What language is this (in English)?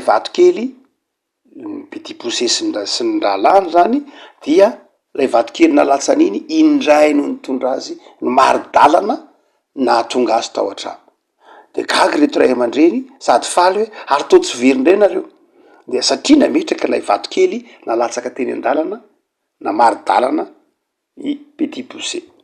Malagasy